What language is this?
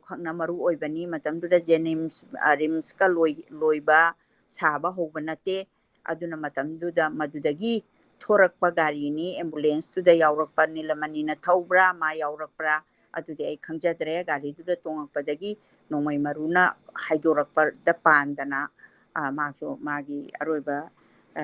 Manipuri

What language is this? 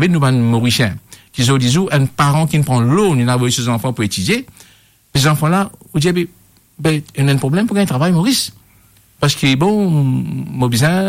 Morisyen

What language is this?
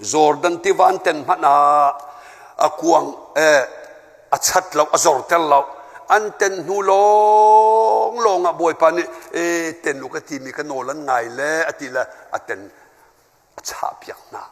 Hakha Chin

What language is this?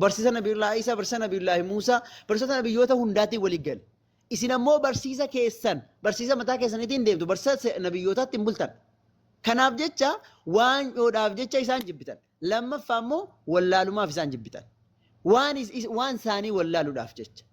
Oromo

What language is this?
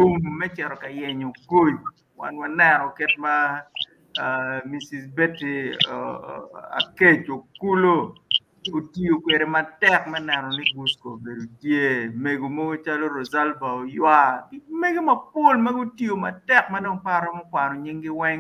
Acoli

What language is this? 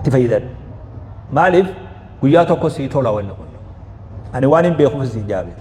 Oromo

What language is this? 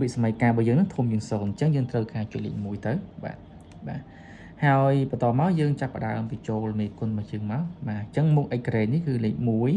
Khmer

